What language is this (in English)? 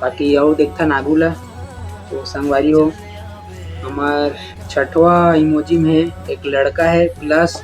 Chhattisgarhi